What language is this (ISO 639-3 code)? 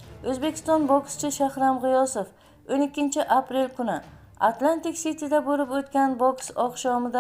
uzb